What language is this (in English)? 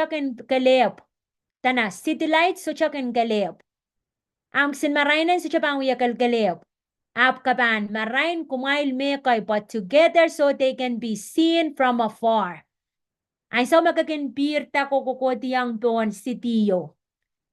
Pohnpeian